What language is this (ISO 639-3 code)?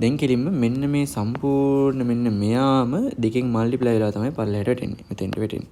sin